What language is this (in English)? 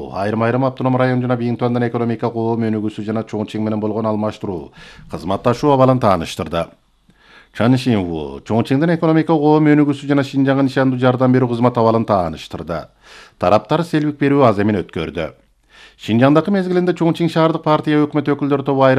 Kyrgyz